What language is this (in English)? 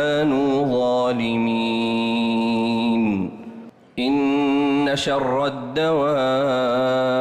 Arabic